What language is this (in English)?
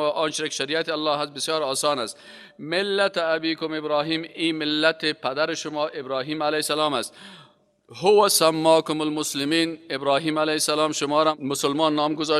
Persian